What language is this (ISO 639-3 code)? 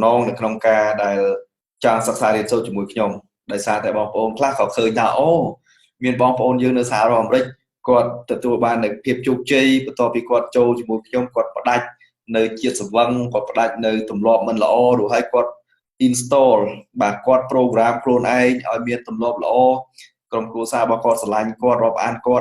khm